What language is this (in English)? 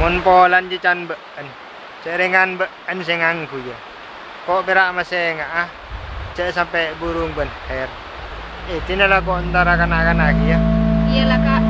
Madurese